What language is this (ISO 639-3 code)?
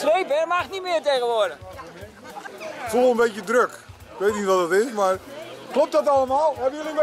nld